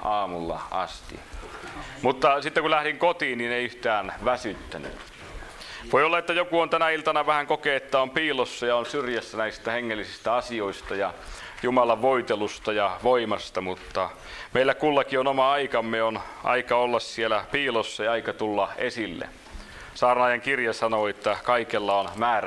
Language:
Finnish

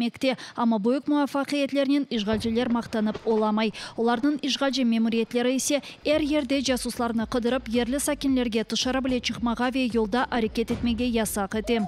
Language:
Crimean Tatar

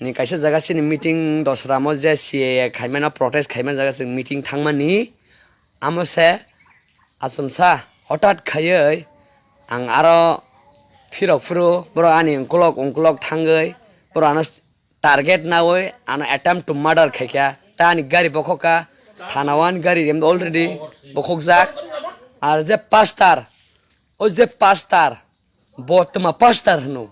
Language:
Kok Borok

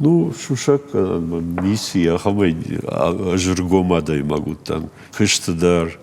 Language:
Ossetic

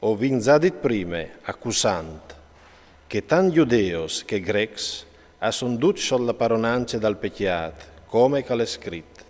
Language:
Friulian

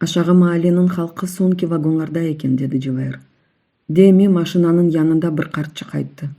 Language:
Crimean Tatar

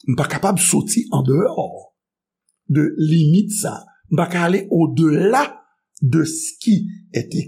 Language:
Haitian Creole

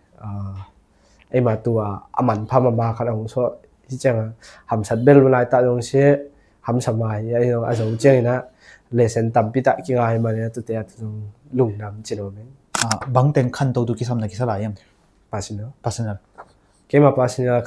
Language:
Tedim Chin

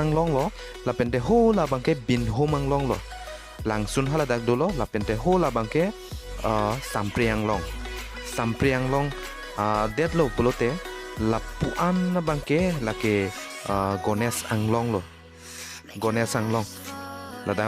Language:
Karbi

